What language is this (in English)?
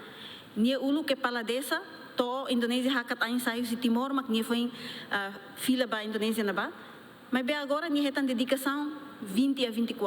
Tetum